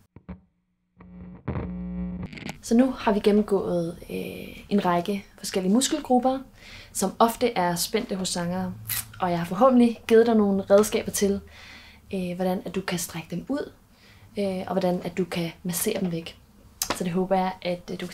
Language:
Danish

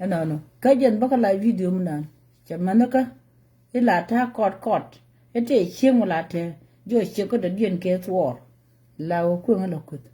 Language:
Nuer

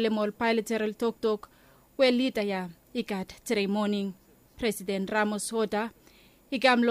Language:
Bislama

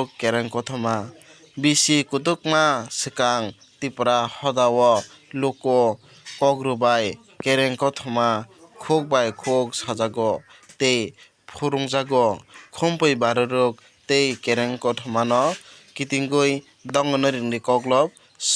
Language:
Kok Borok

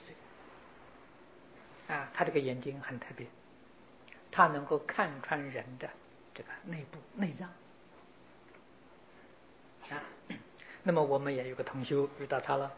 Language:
Chinese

